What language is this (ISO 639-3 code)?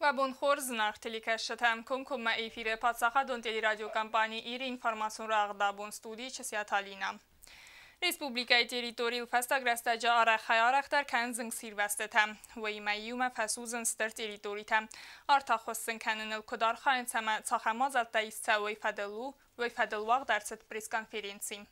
oss